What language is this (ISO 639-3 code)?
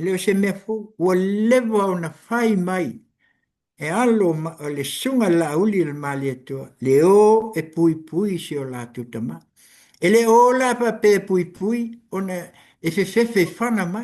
smo